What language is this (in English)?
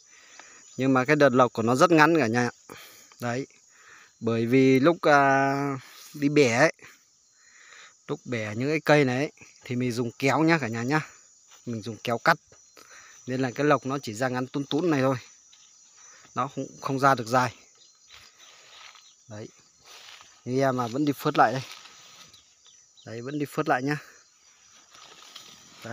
Vietnamese